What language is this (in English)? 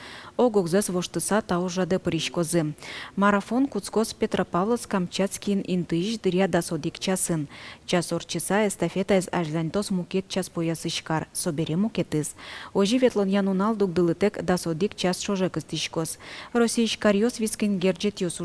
Udmurt